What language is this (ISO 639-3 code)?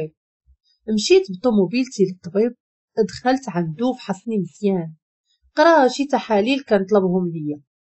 ary